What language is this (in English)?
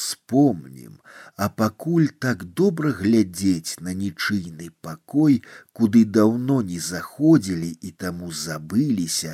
Belarusian